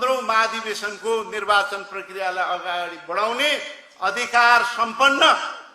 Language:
Nepali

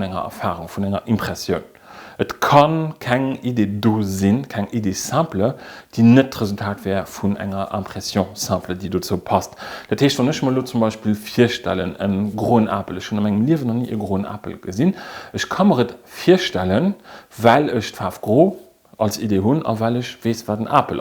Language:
Luxembourgish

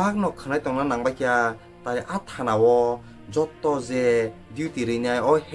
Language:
Kok Borok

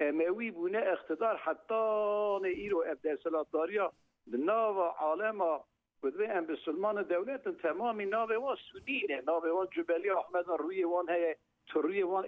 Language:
Kurdish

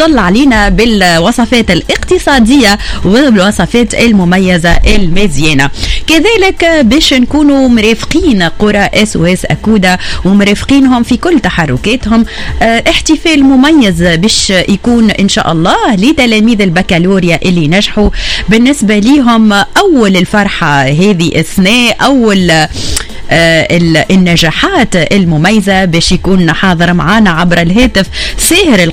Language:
Tunisian Arabic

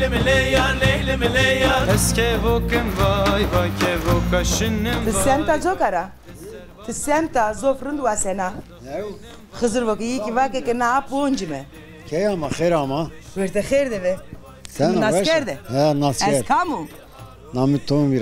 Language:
Zaza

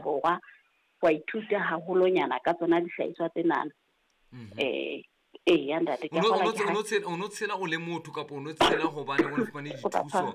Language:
Southern Sotho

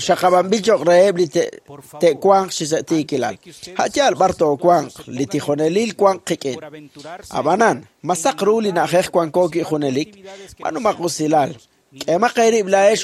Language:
Kekchí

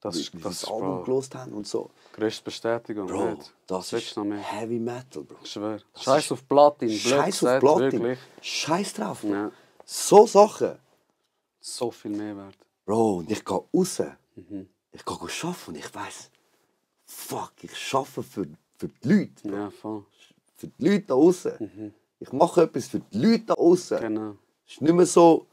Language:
Swiss German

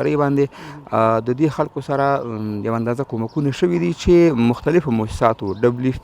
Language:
Pashto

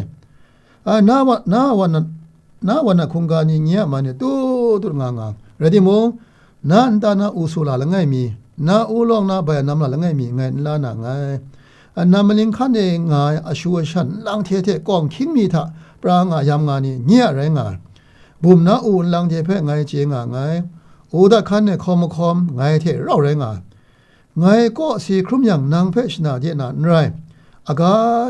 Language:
Kachin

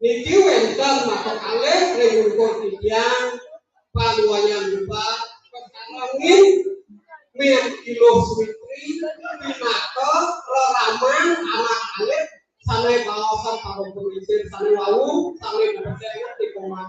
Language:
Balinese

